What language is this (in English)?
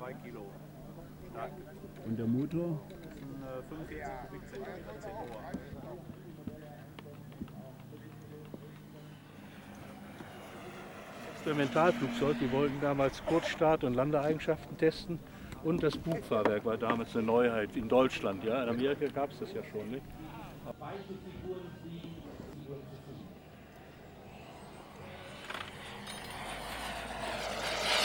German